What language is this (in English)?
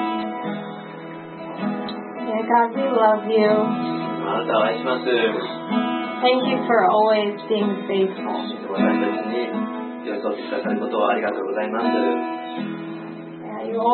Japanese